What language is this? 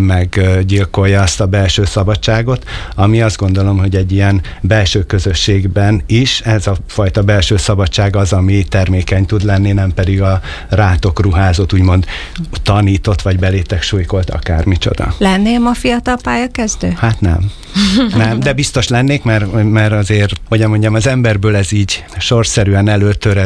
Hungarian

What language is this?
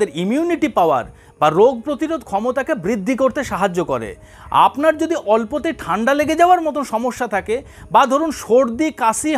Bangla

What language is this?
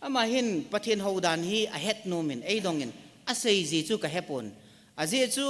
Thado Chin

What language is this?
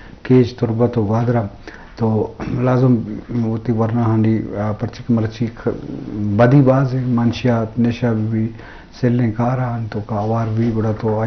Eastern Balochi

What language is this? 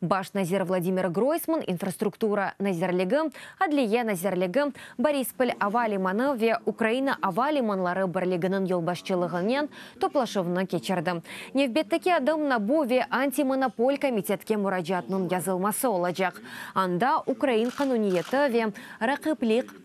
Crimean Tatar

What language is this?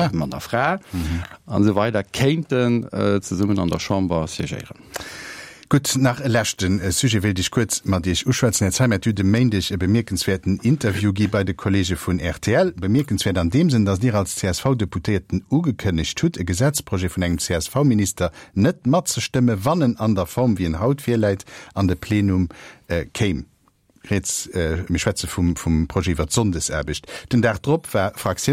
Luxembourgish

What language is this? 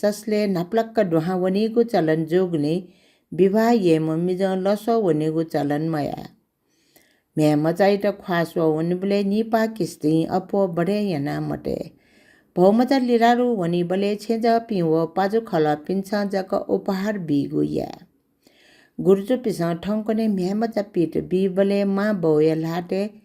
Newari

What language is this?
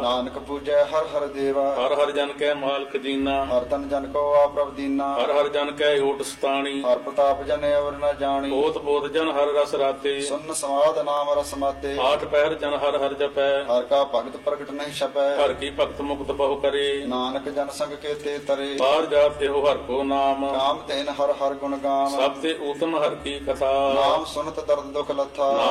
Punjabi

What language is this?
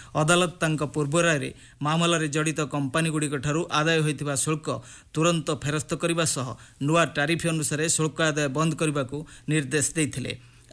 Odia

